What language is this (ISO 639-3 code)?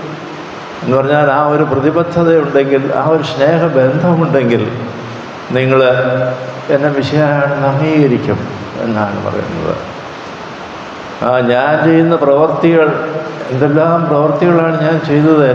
mal